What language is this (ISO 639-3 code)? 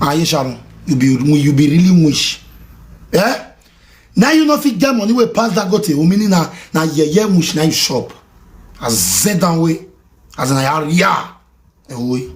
pcm